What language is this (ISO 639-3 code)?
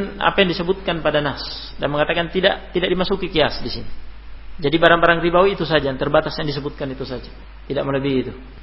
ind